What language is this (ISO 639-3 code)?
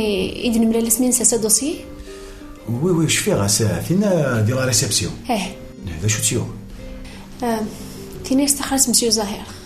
kab